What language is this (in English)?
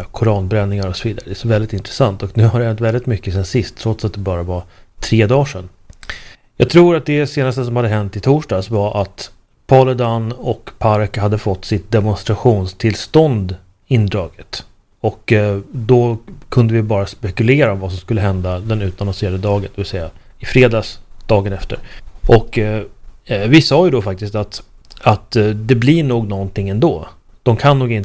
Swedish